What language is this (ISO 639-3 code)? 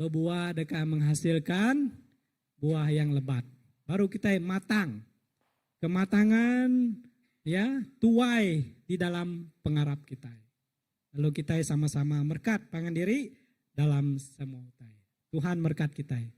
iba